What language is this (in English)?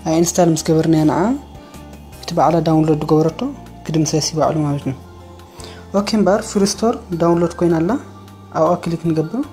Tigrinya